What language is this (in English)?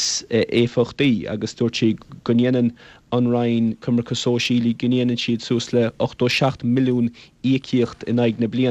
Irish